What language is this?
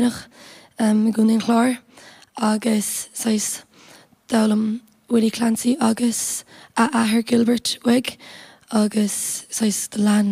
Irish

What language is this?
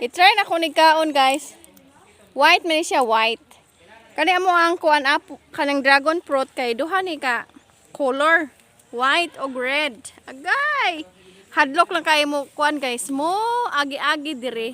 Cebuano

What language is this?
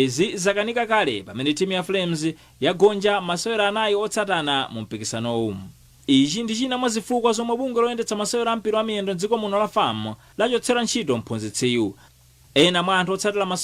Nyanja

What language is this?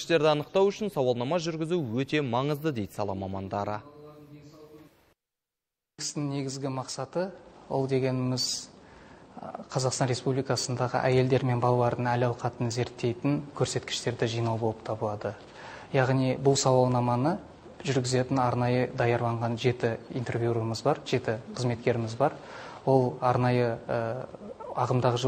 Kazakh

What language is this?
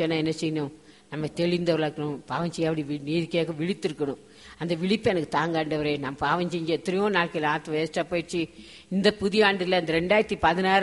Tamil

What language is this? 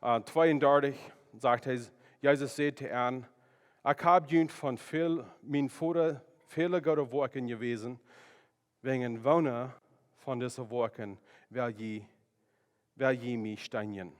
Plautdietsch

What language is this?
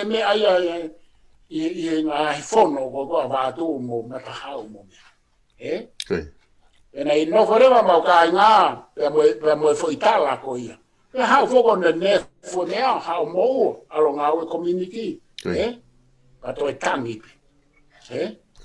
Tongan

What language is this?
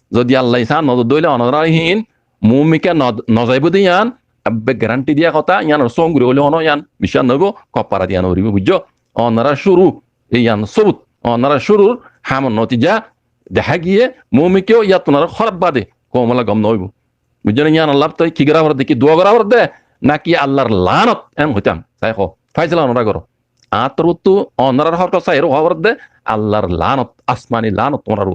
Rohingya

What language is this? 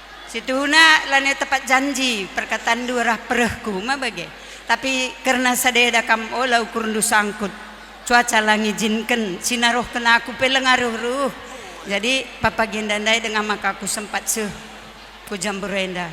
Batak Karo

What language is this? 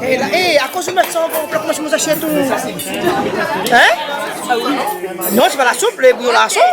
Réunion Creole French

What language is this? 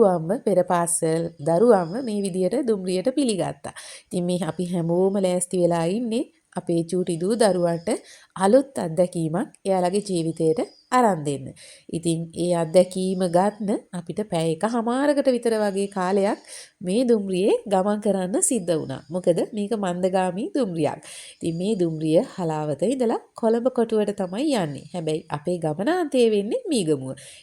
Sinhala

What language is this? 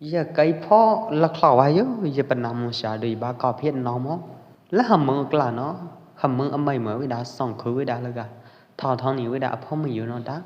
Pwo Eastern Karen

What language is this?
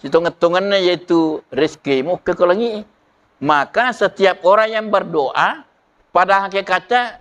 Buginese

